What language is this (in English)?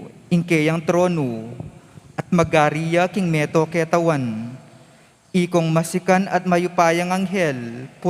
Pampanga